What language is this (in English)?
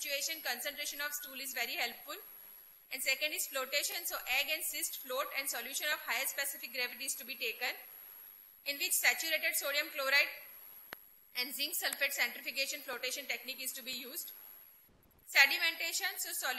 English